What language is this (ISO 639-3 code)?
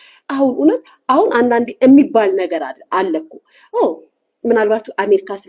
amh